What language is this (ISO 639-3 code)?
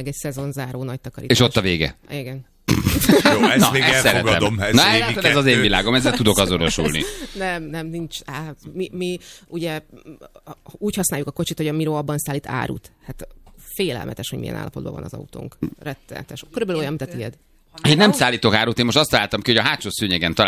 hun